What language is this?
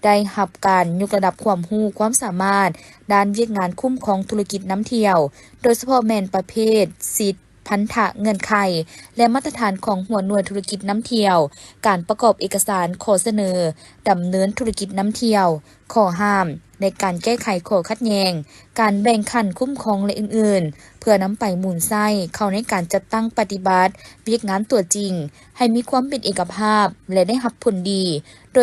Lao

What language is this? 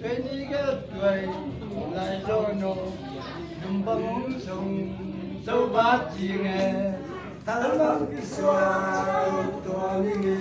Tedim Chin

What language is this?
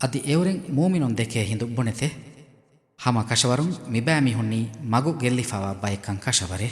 Divehi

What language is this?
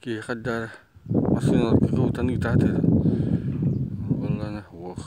Yakut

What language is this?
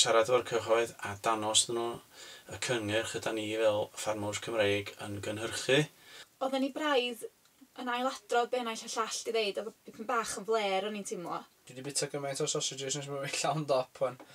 Welsh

